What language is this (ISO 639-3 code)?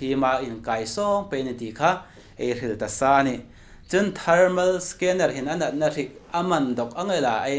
hmr